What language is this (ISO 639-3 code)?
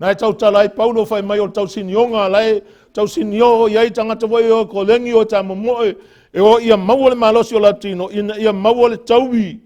smo